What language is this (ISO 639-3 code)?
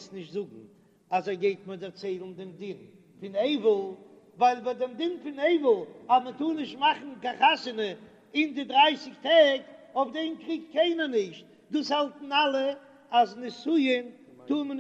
yid